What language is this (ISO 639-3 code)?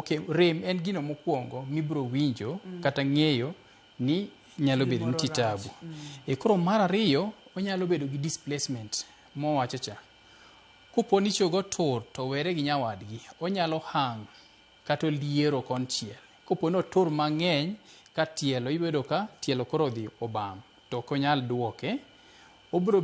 luo